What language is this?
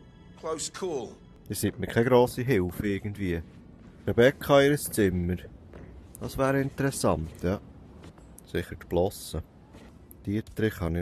Swiss German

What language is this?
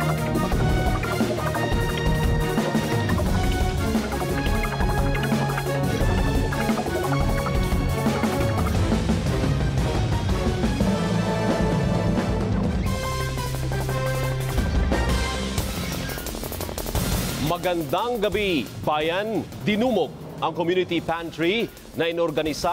Filipino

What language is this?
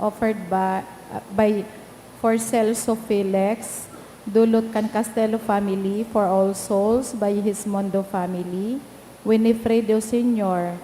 Bikol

